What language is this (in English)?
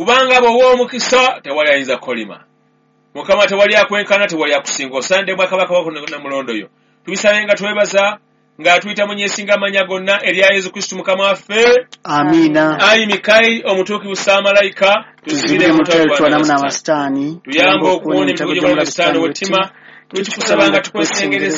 Ganda